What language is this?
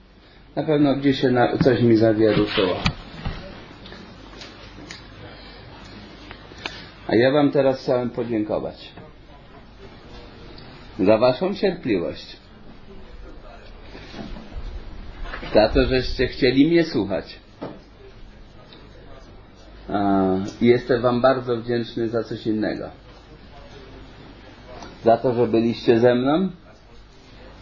Polish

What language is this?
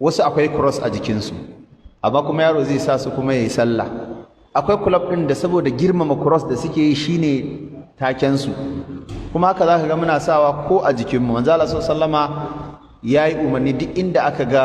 Hausa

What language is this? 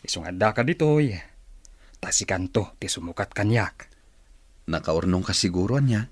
Iloko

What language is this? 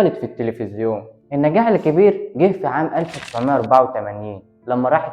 Egyptian Arabic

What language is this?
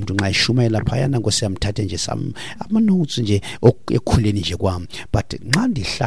Xhosa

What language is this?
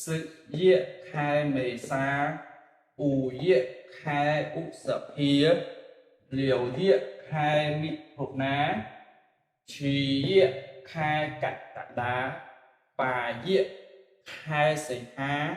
Khmer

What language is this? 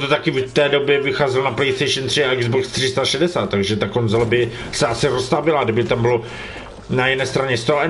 Czech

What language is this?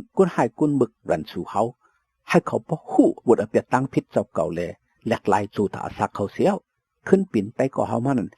Shan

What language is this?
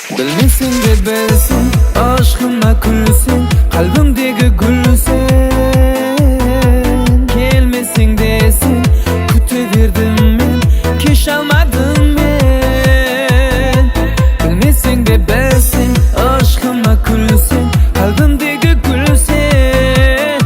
Kara-Kalpak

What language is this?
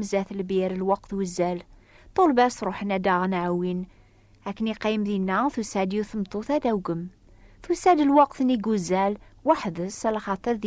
Kabyle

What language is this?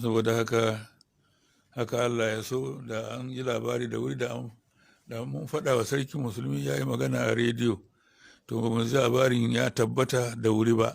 Hausa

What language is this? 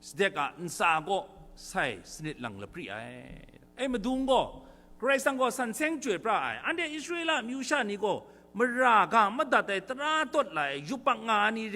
Kachin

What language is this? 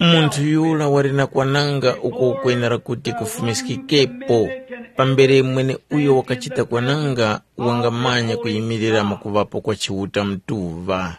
Tumbuka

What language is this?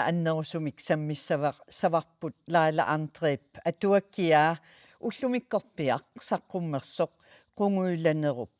Kalaallisut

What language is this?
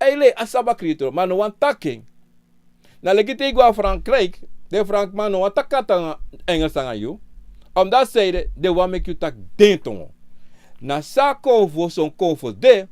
Sranan Tongo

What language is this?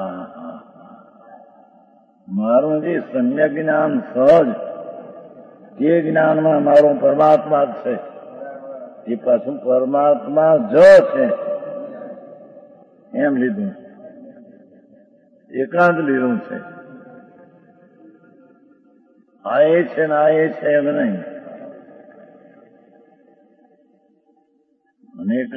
Gujarati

